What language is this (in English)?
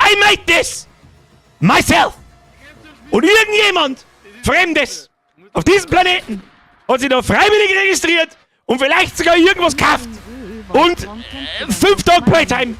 Bavarian